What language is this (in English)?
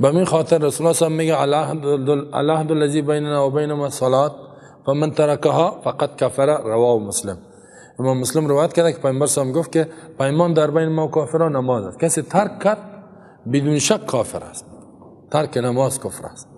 Persian